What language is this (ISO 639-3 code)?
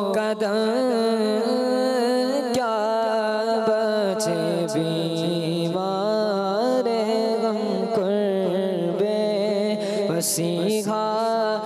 hin